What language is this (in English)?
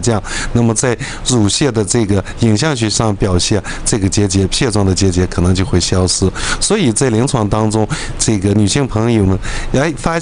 Chinese